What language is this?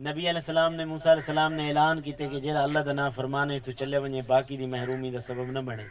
Saraiki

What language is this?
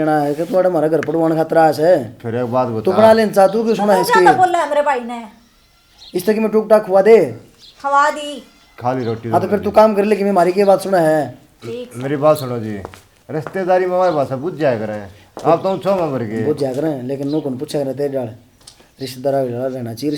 Haryanvi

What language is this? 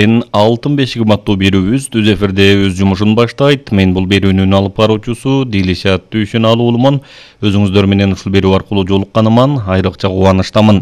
Kyrgyz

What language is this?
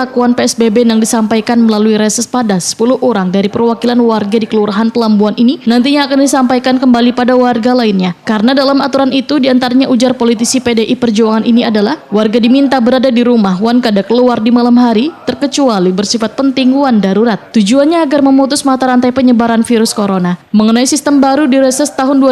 Banjar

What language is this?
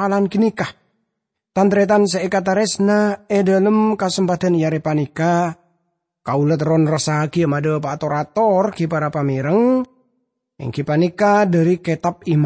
Madurese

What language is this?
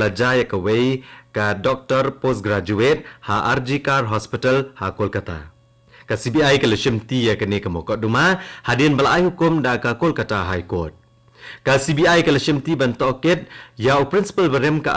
Khasi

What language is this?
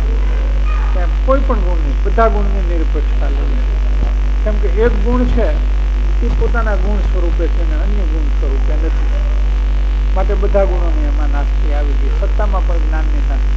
Gujarati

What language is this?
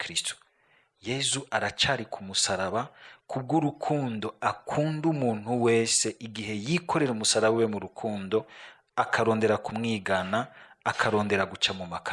Rundi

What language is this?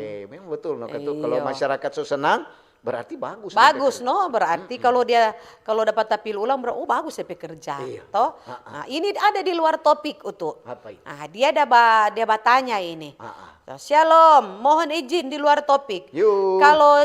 Manado Malay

